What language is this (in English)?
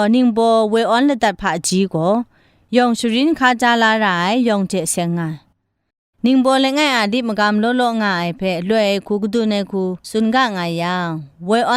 Kachin